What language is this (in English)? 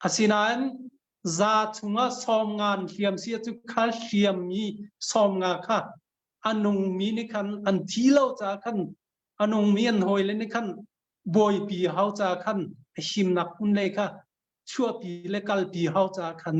Hakha Chin